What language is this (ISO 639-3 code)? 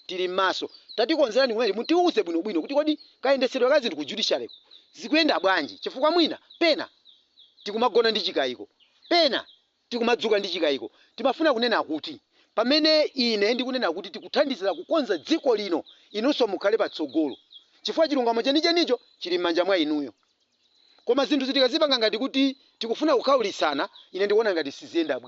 nya